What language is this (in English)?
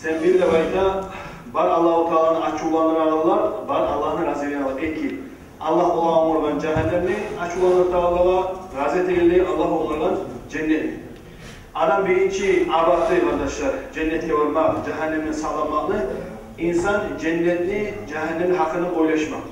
Kumyk